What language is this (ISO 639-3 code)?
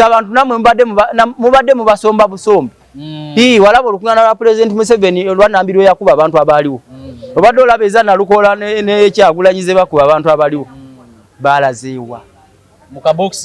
lug